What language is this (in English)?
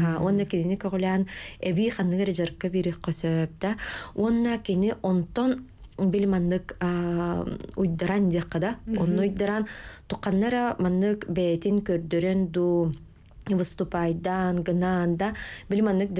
Yakut